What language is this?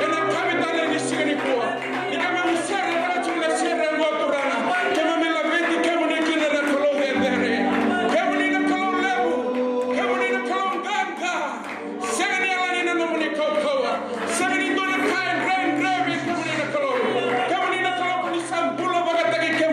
Fijian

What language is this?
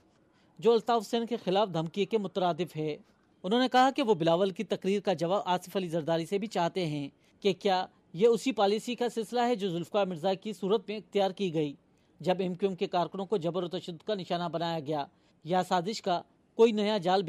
Urdu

